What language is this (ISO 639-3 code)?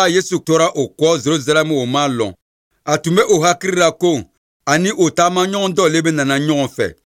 bam